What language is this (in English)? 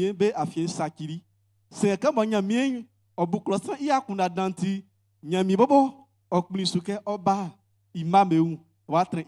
Baoulé